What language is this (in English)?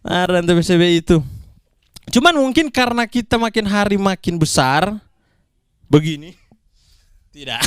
Manado Malay